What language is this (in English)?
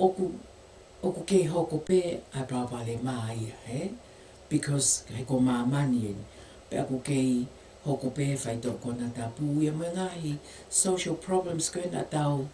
Tongan